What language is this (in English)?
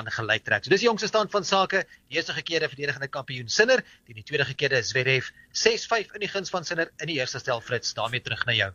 Afrikaans